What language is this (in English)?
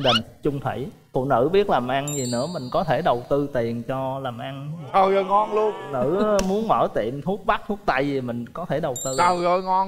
Vietnamese